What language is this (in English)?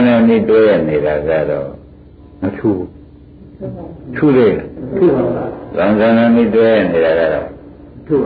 Burmese